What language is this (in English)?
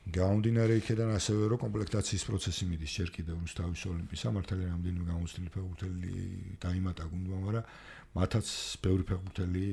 Georgian